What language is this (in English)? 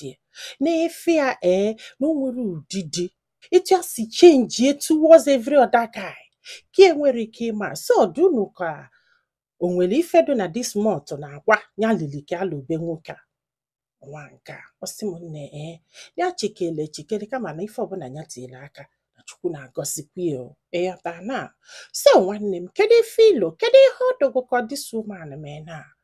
Igbo